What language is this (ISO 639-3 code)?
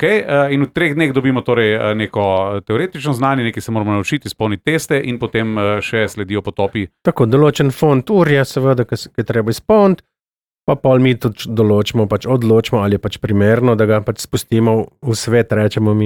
slv